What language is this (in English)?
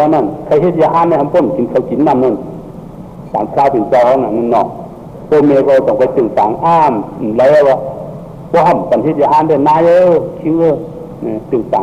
Shan